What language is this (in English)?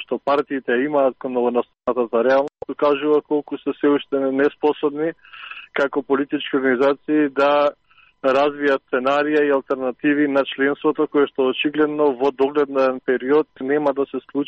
Macedonian